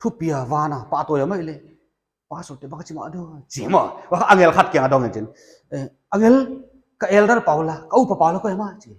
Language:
Paite Chin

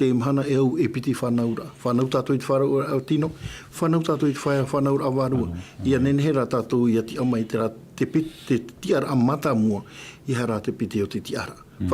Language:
Tahitian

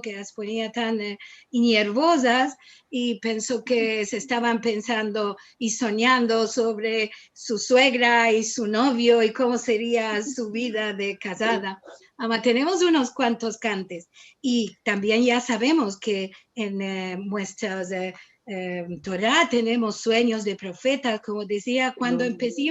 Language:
Ladino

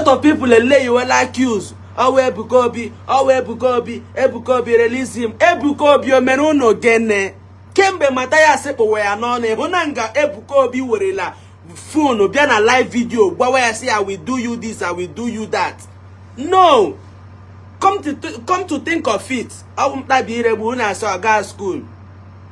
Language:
Igbo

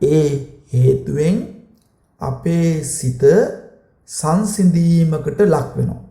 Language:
Sinhala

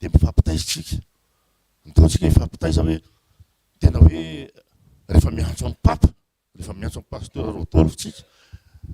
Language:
Malagasy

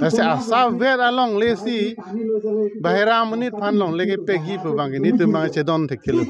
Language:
Karbi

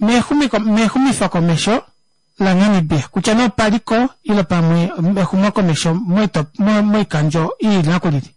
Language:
Kuanyama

